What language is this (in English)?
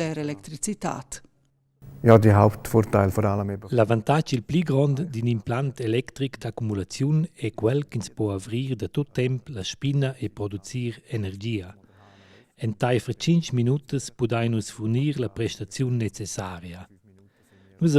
Romansh